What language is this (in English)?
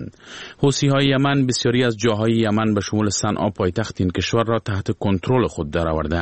Persian